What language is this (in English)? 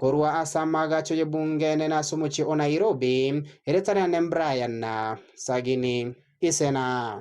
Gusii